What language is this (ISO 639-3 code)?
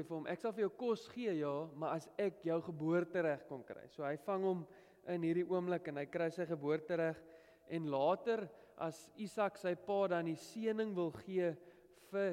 afr